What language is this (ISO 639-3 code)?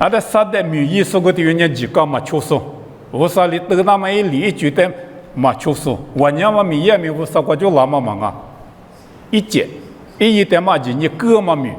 lis